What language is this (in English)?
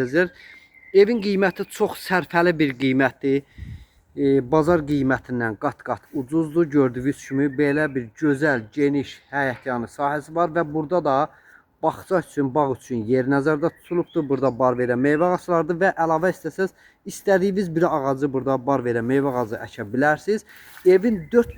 Azerbaijani